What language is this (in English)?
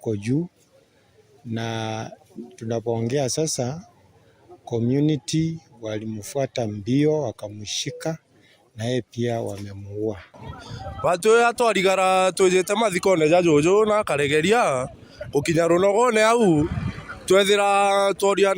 Meru